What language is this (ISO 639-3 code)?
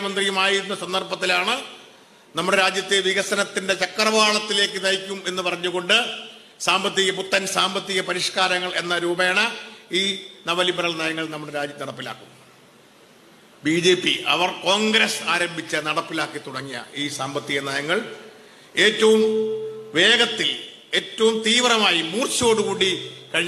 mal